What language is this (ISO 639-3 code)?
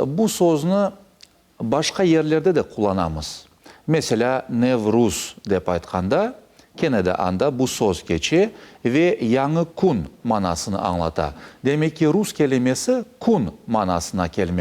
crh